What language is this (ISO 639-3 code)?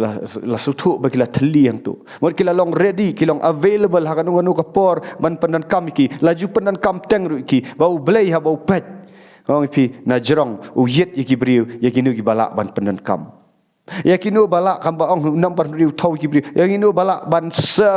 kha